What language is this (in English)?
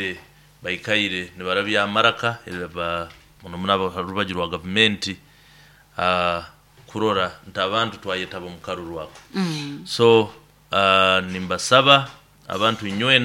Nyoro